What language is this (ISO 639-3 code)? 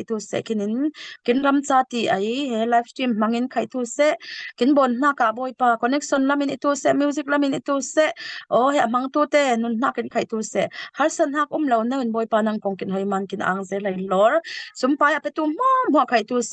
cfm